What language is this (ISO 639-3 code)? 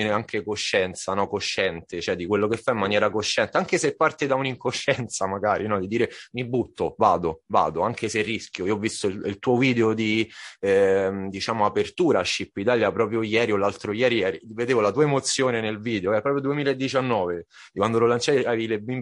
ita